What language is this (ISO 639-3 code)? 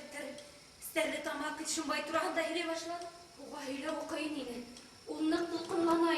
bak